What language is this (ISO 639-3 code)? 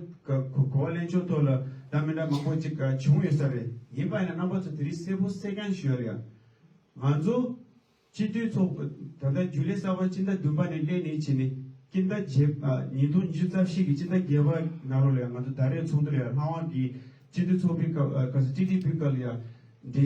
bod